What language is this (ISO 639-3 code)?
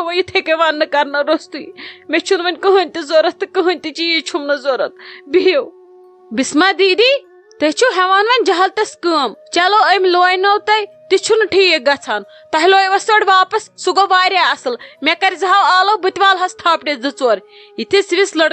kas